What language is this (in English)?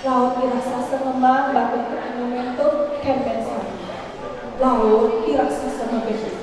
Balinese